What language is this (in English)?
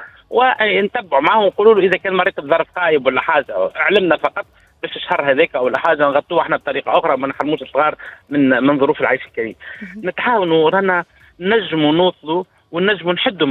Tunisian Arabic